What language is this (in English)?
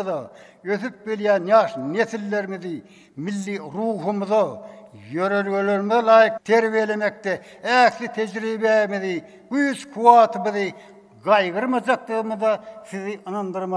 Turkmen